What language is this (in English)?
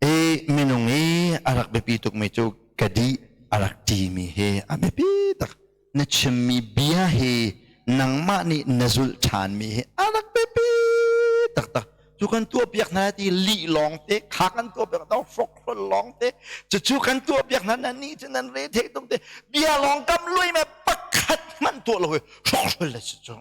Hakha Chin